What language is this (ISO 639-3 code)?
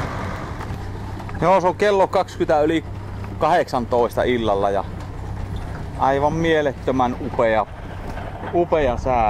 fin